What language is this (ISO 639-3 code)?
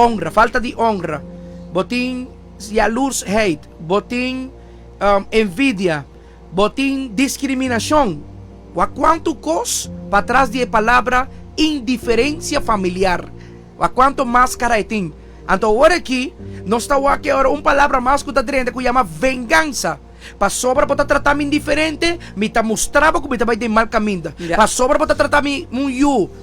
pap